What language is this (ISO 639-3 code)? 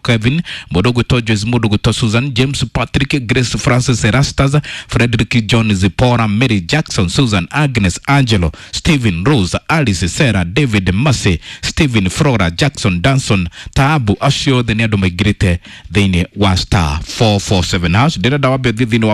kik